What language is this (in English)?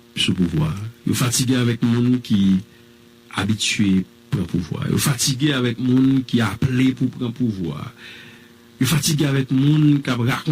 Haitian Creole